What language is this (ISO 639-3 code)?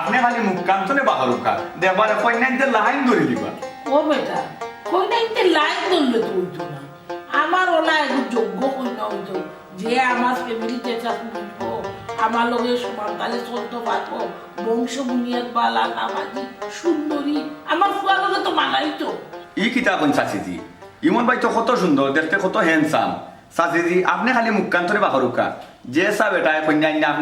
syl